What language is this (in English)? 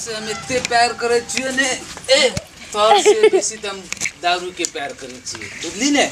Maithili